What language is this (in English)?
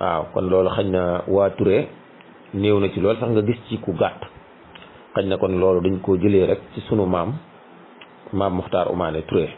Wolof